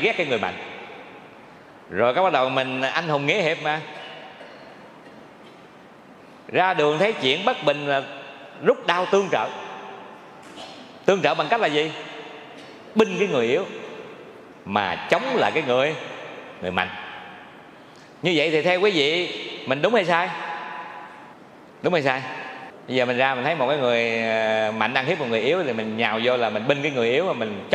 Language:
Vietnamese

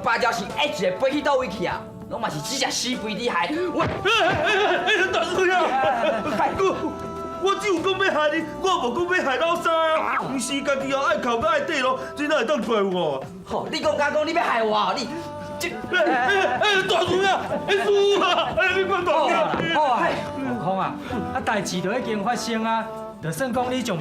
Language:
Min Nan Chinese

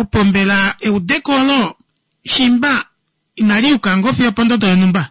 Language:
Kuanyama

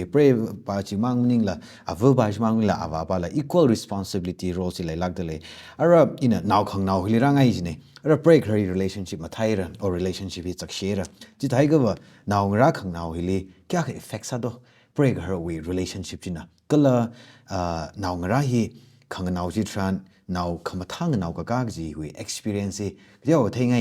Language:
Tangkhul Naga (India)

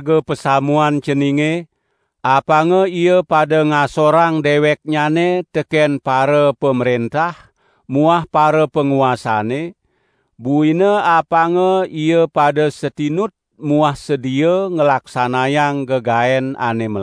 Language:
Balinese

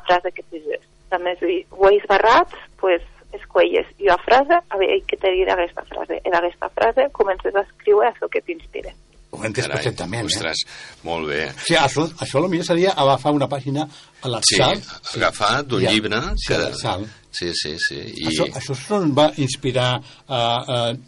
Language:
Catalan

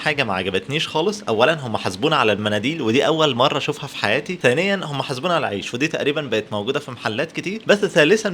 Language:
Egyptian Arabic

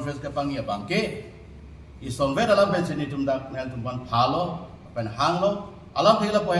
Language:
Karbi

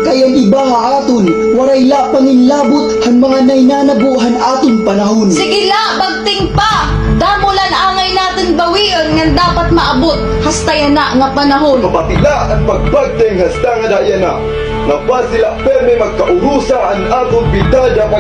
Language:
Waray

